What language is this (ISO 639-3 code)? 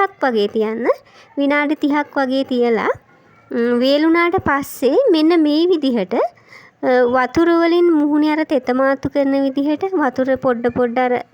sin